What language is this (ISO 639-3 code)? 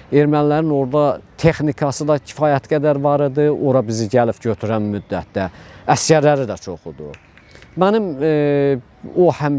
aze